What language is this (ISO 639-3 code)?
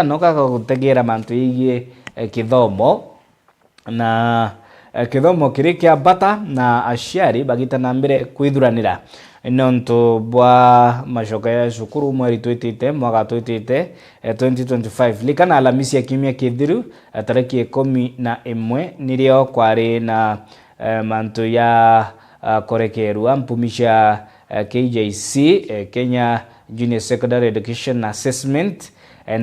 mer